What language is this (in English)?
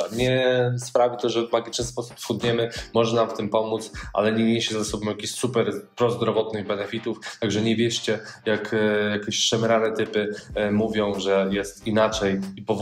Polish